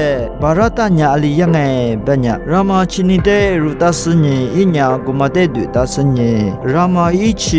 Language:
Lisu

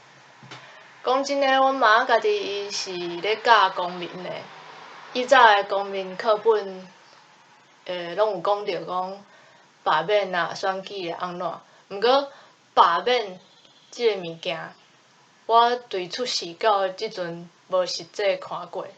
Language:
Min Nan Chinese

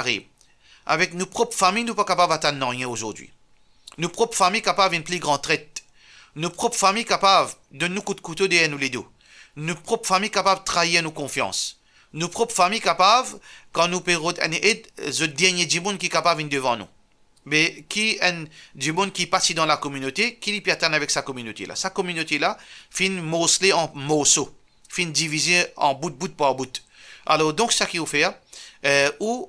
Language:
Morisyen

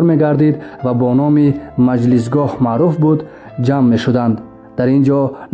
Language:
Tajik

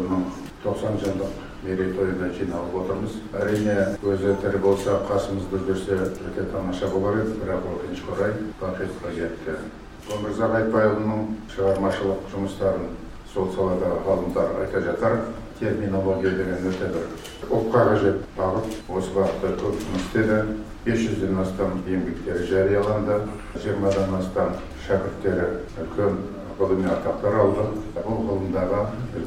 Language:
Kazakh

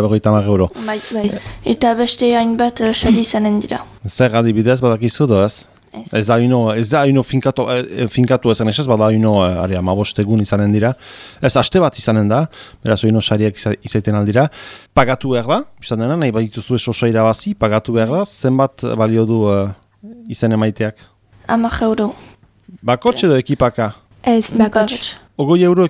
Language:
Basque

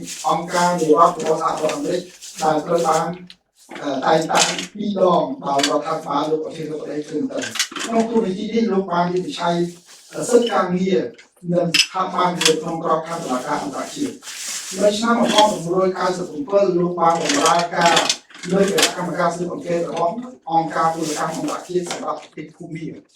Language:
Khmer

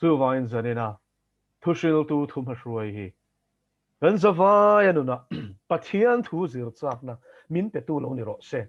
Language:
Mizo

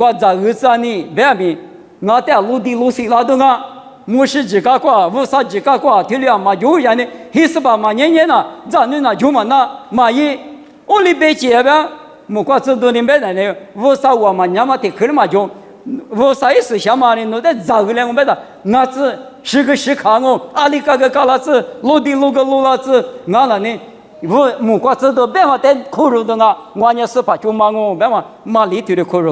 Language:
Lisu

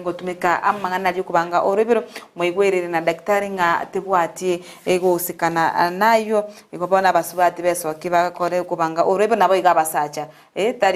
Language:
Gusii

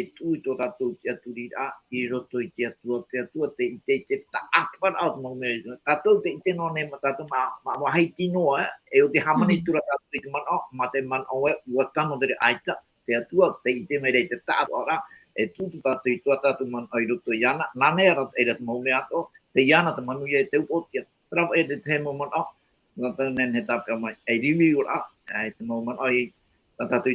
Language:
Tahitian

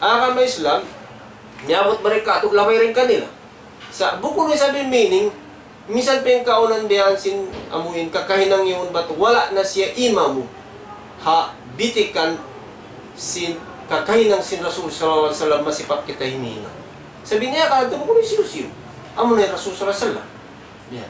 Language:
Tausug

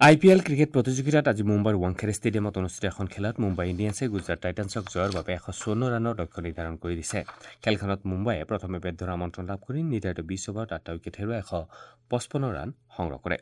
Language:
Assamese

